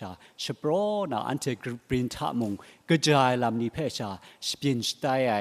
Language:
Kachin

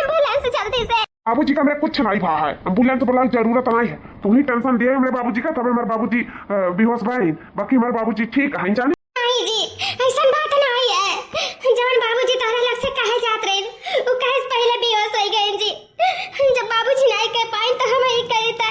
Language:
Awadhi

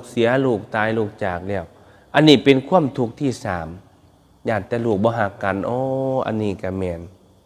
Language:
Northeastern Thai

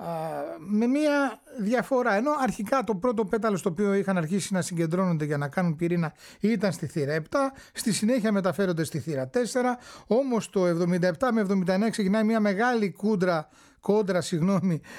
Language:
Greek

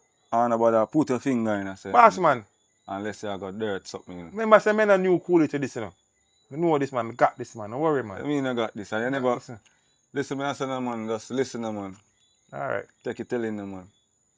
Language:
Jamaican Creole English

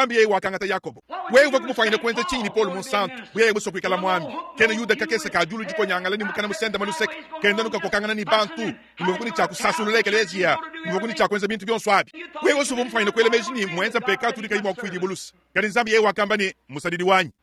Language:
Luba-Lulua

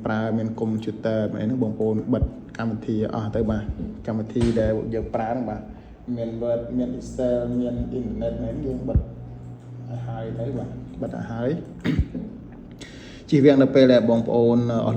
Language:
Khmer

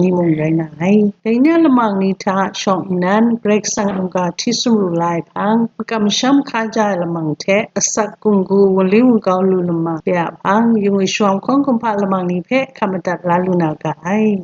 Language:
Kachin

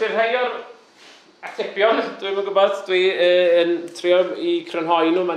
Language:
Welsh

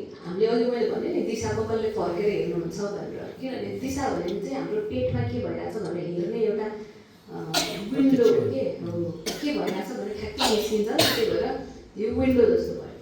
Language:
Nepali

